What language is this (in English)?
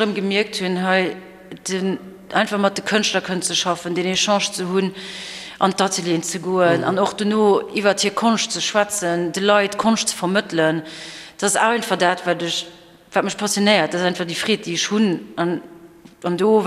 Luxembourgish